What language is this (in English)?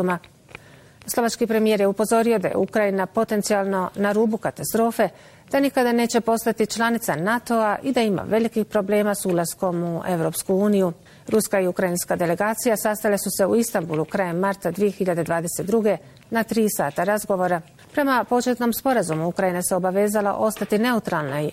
Bosnian